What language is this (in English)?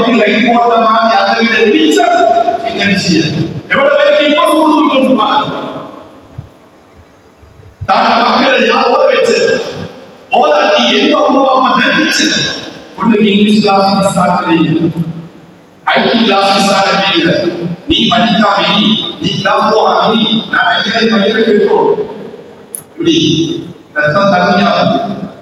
Tamil